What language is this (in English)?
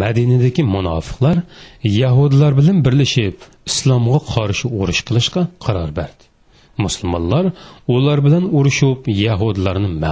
Uyghur